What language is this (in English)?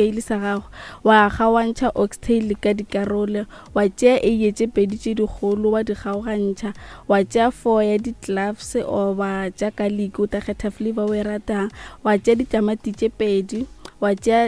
Northern Sotho